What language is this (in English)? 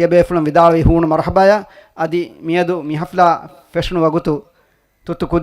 Divehi